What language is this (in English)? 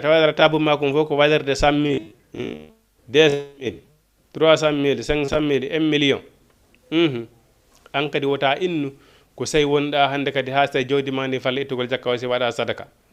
Fula